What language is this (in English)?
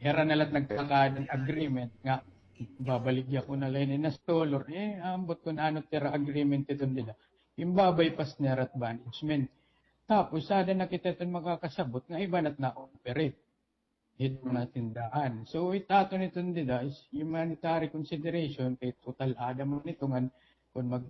Waray